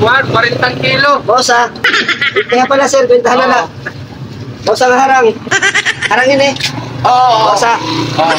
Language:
Waray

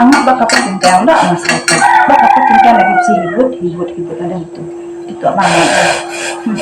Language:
Iban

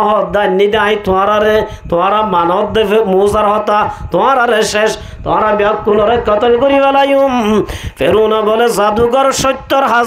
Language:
Rohingya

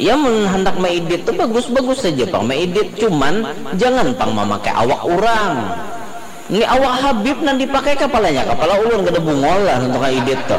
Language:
Banjar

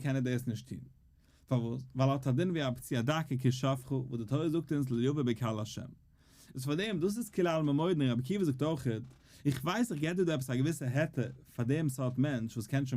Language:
Yiddish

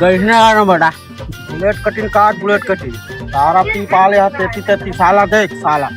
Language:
Chhattisgarhi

